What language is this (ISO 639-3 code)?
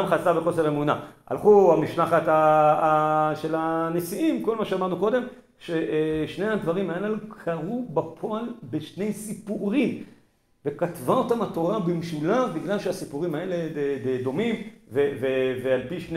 heb